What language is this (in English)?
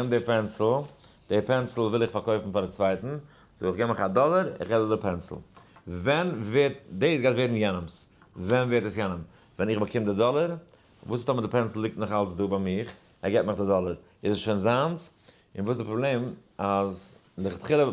Yiddish